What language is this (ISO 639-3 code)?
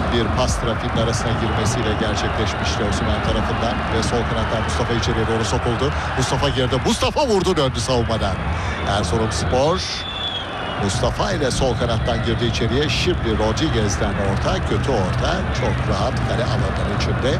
tur